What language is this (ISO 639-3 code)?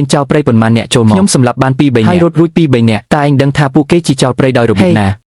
khm